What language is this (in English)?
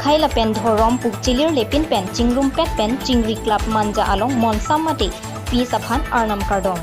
Karbi